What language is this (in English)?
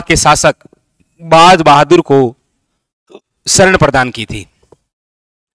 Hindi